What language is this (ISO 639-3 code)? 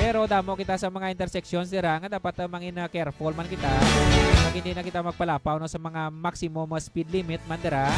hil